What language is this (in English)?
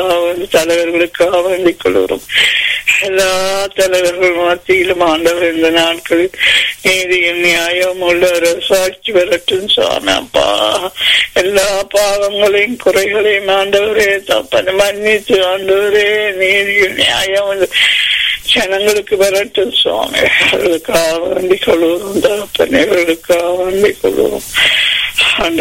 Tamil